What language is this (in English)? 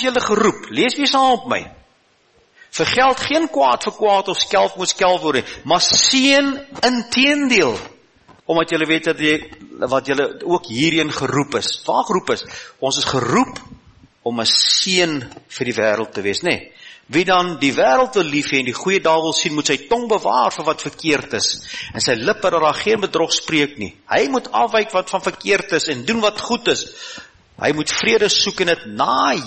Afrikaans